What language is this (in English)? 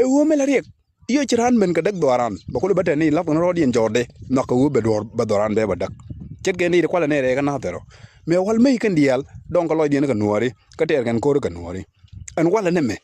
Nuer